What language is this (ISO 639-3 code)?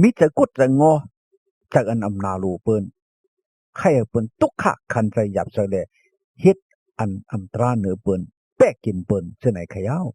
shn